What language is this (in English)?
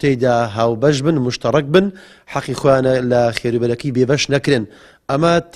Central Kurdish